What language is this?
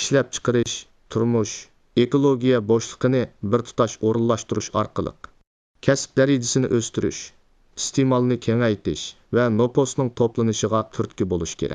Uyghur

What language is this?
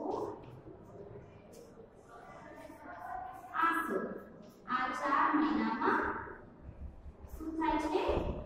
Gujarati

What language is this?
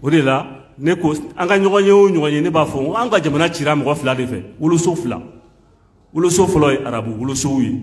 Bambara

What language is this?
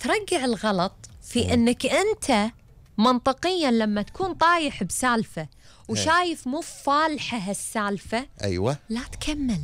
Gulf Arabic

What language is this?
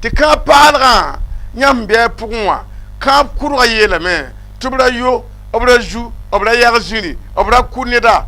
Mossi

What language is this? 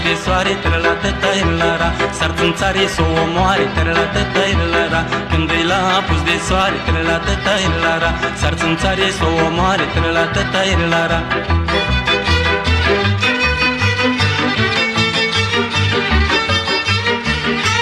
Romanian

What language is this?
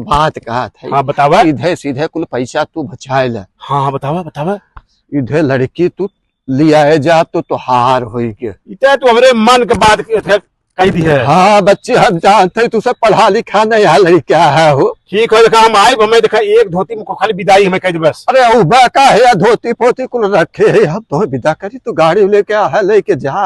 Awadhi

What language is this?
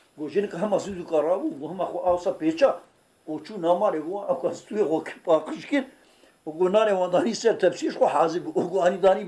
Kurdish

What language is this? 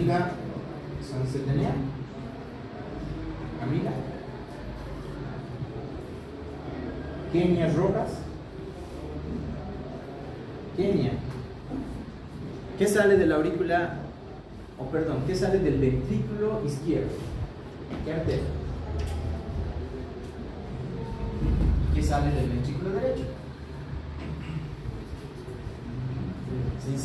Spanish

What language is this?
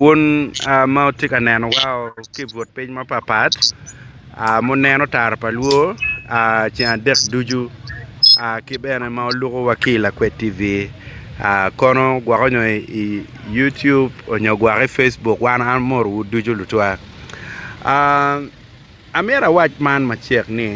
Acoli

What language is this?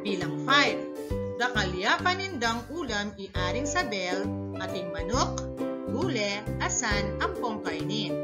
Pampanga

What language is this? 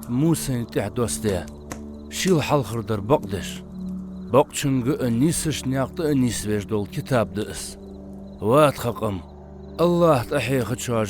Ingush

